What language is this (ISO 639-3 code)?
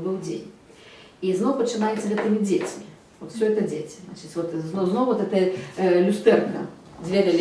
bel